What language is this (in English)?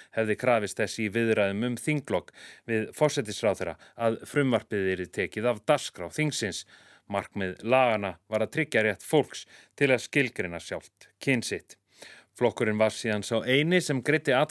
Icelandic